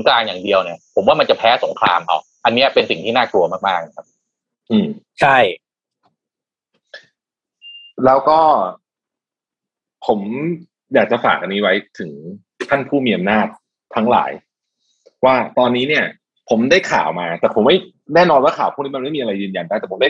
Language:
Thai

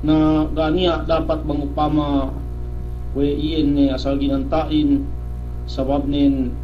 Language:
Yakan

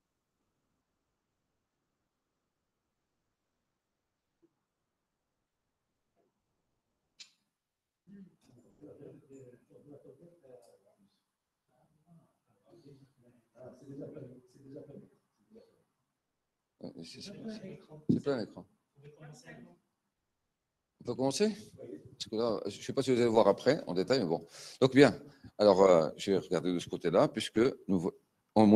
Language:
French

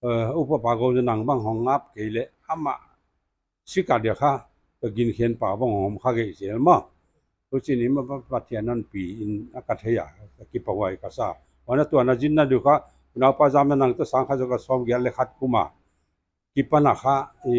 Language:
Paite Chin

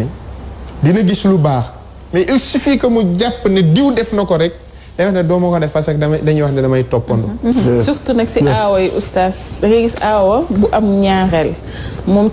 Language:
Wolof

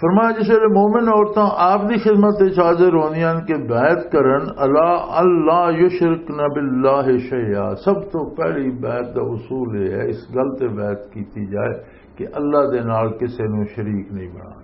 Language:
Western Panjabi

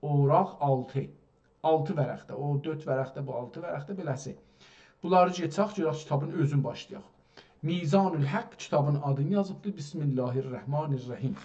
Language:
South Azerbaijani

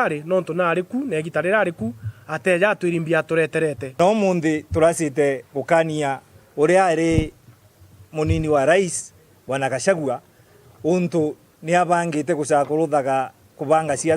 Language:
Meru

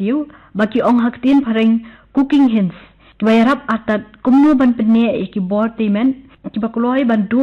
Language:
Khasi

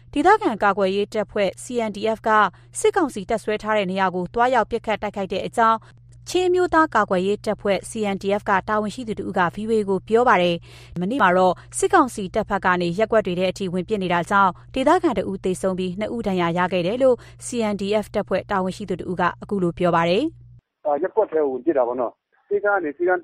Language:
Burmese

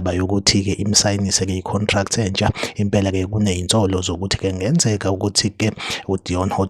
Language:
Zulu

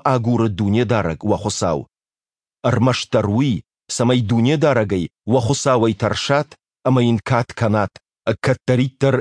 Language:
Ossetic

